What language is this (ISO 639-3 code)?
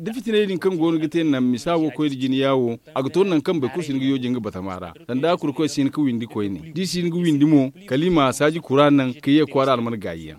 dje